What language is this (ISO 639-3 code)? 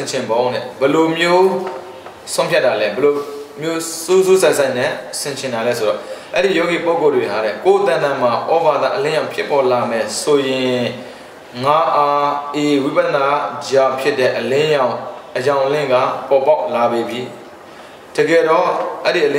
mya